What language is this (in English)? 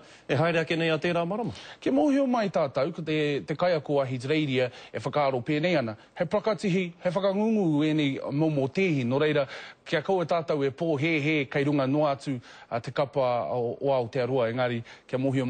Māori